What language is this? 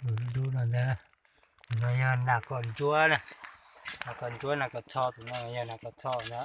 Hmong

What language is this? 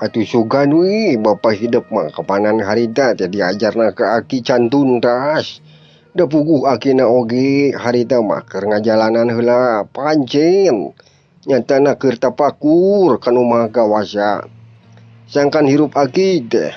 Sundanese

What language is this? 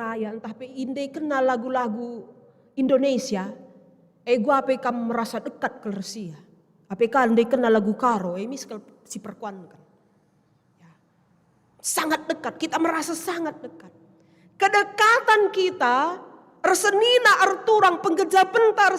Batak Karo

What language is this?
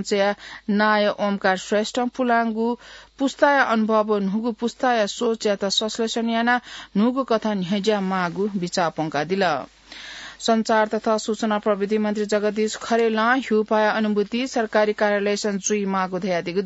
Newari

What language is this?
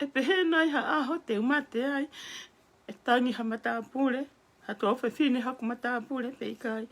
Tongan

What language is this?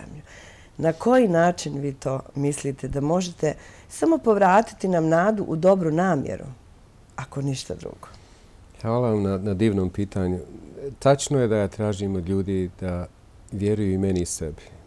Bosnian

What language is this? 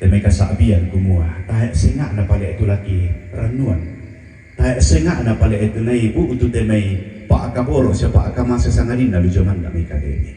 Toraja-Sa'dan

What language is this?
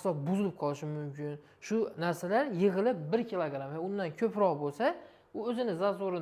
Uzbek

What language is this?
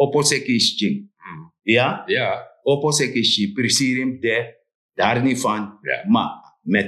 Sranan Tongo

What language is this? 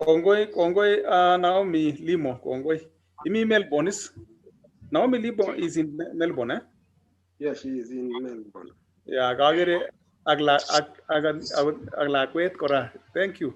Kalenjin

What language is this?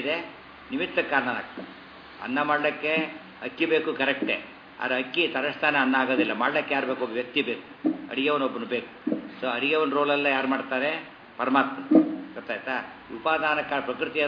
Kannada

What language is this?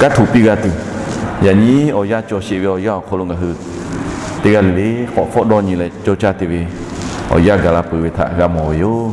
Lahu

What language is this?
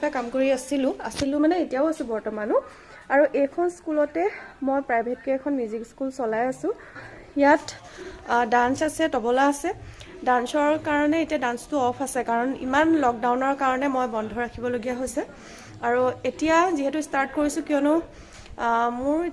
Assamese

